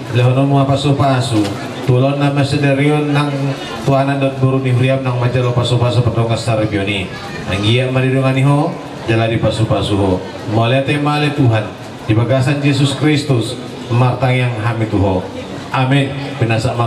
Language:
Batak Toba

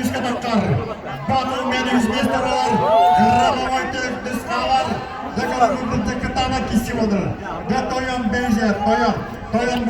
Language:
Yakut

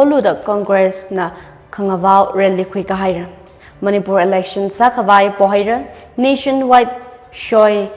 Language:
Tangkhul Naga (India)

